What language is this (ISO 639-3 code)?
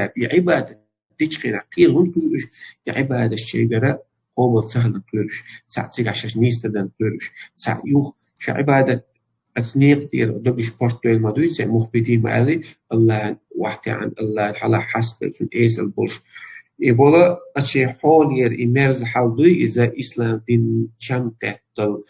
che